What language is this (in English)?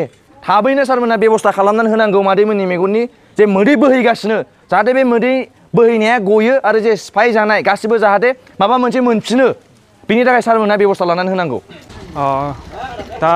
Bodo